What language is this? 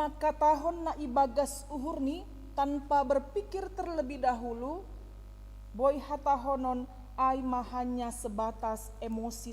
Batak Simalungun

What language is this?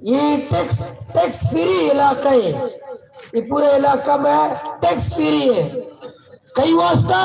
Baluchi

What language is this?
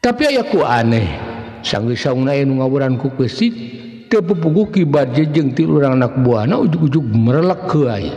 Sundanese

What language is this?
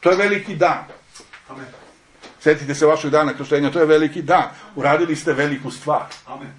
Serbian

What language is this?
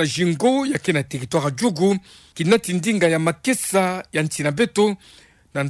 Kituba (Democratic Republic of Congo)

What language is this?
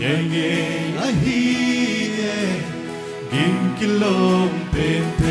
Paite Chin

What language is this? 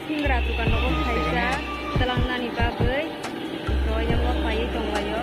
Kok Borok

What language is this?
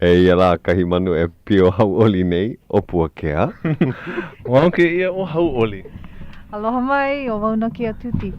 Hawaiian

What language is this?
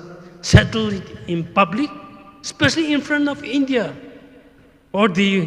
Tangkhul Naga (India)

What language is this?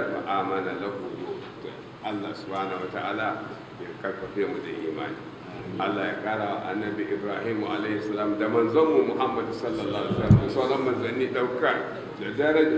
Hausa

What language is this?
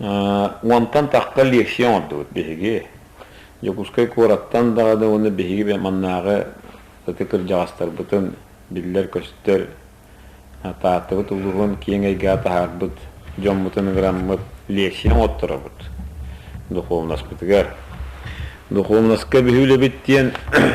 Yakut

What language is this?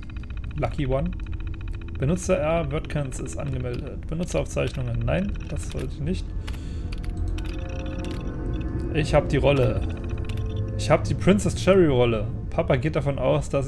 German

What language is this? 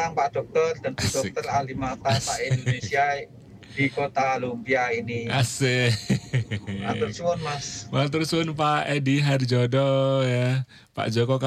Indonesian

